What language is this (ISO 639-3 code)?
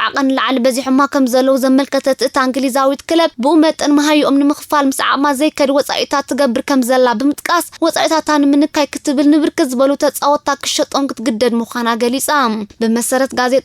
tir